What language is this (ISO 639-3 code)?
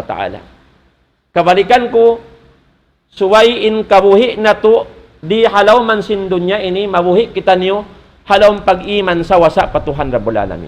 tsg